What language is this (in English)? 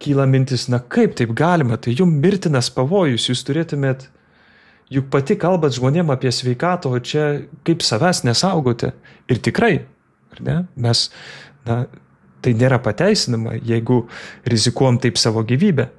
Lithuanian